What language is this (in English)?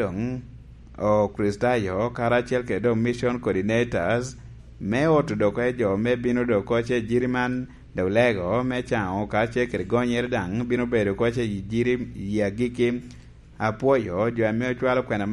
Lango (Uganda)